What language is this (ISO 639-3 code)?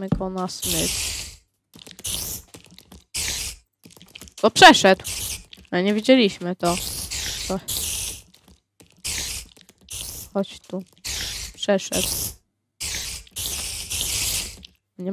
pol